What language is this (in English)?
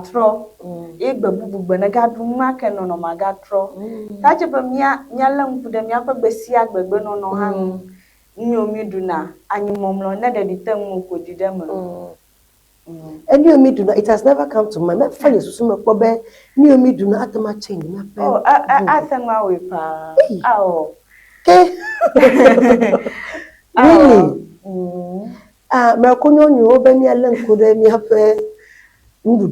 Ewe